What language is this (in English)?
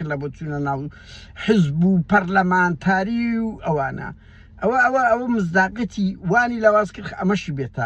Central Kurdish